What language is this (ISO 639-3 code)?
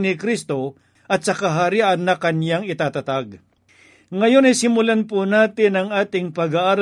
fil